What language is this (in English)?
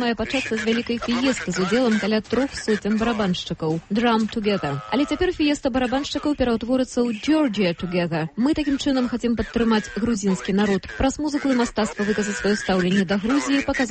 Belarusian